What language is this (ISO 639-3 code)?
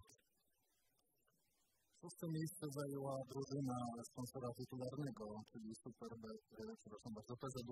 pol